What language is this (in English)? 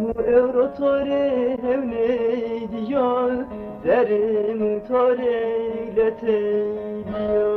Zaza